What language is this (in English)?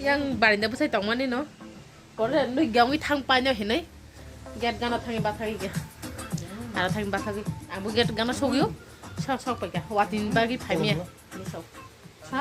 Kok Borok